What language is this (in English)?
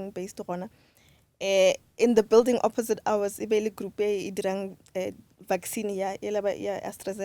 Northern Sotho